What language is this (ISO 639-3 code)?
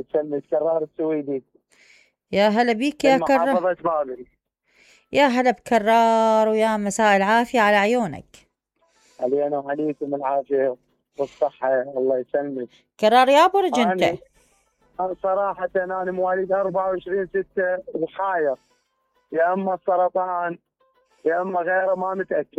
acm